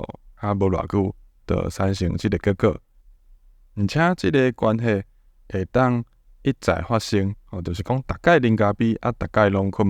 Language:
Min Nan Chinese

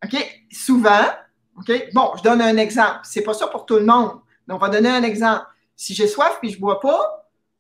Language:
French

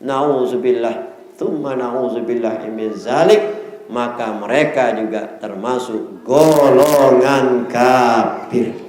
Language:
Sasak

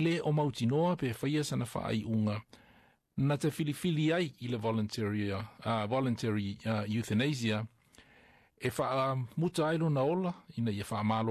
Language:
Samoan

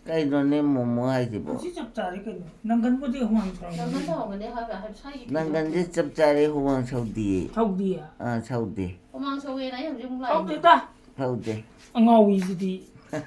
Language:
Manipuri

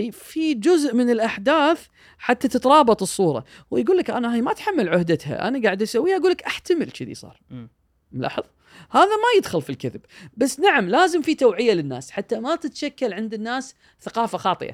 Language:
Gulf Arabic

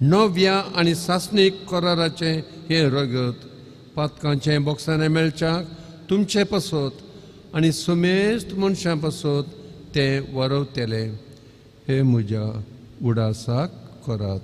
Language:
Konkani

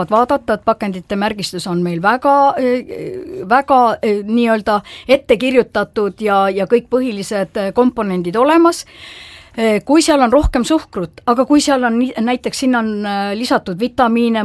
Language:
Estonian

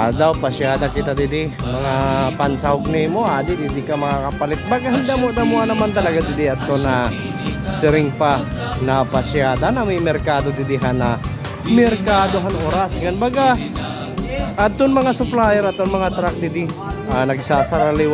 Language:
Waray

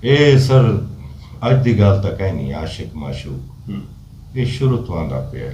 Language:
Saraiki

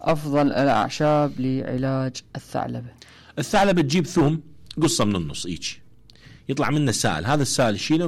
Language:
Mesopotamian Arabic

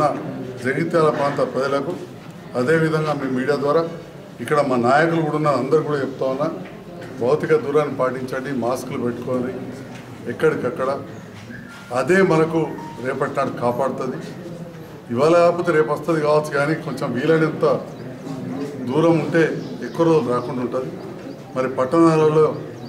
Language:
Telugu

